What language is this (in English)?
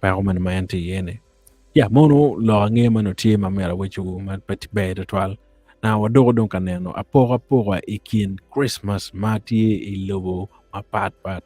Acoli